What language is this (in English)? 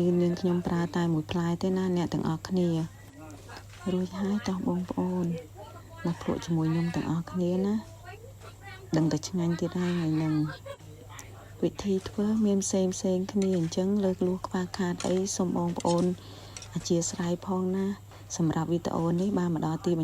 Khmer